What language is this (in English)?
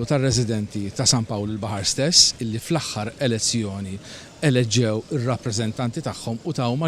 Maltese